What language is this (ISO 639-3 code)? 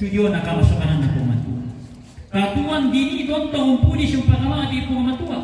sda